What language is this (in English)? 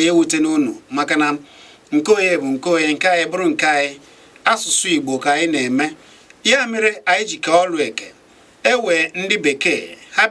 Igbo